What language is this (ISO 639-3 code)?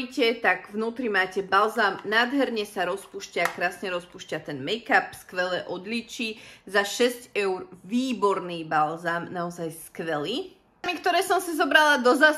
slk